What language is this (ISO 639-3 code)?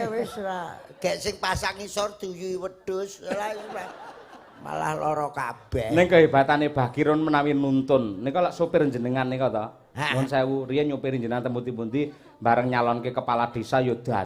jav